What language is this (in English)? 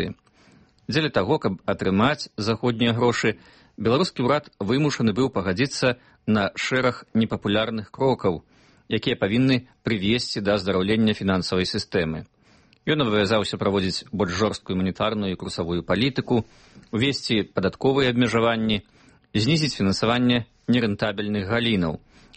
Belarusian